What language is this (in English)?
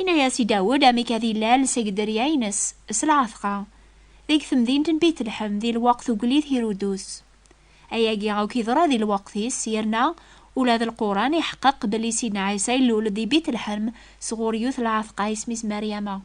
Kabyle